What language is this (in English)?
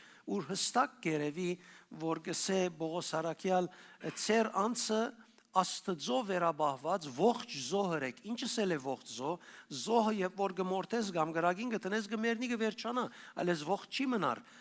Western Armenian